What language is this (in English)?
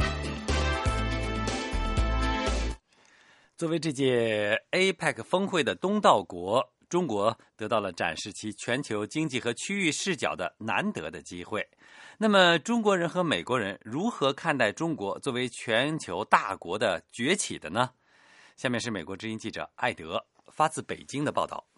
Chinese